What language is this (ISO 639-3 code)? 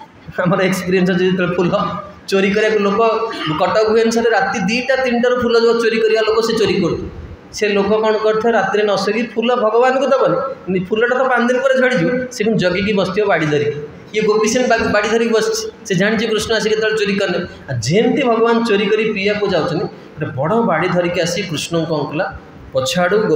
ori